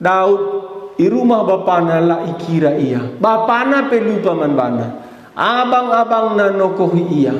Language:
Batak Karo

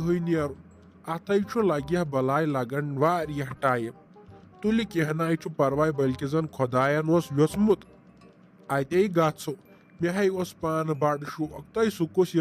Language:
Kashmiri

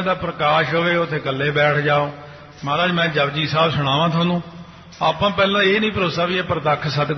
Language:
Punjabi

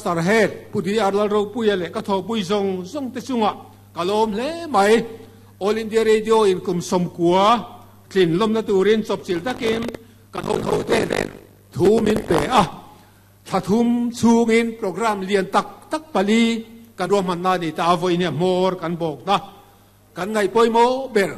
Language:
Mizo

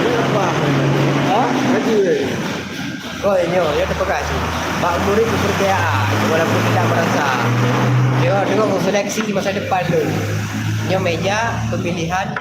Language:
Achinese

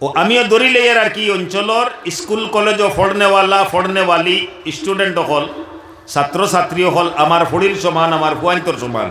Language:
Sylheti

